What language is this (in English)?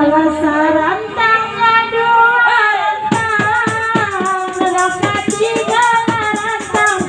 Minangkabau